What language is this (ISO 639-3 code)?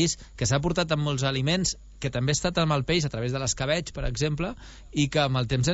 cat